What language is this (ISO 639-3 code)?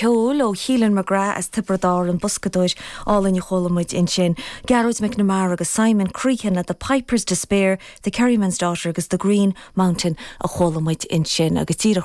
gle